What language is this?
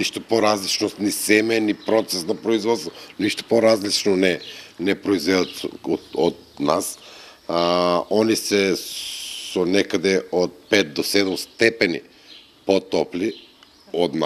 Macedonian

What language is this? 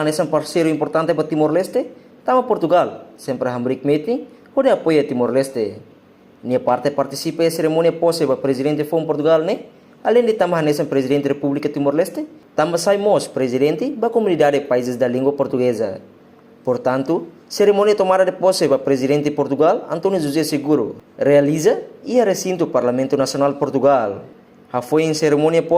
Tetum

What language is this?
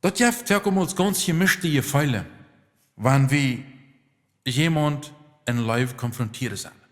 Plautdietsch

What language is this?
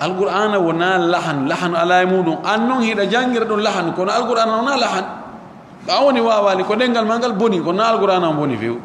Fula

